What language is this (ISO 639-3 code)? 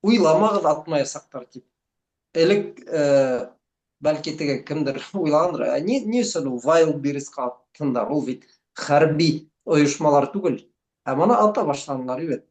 bak